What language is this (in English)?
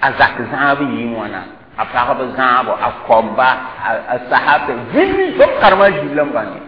Mossi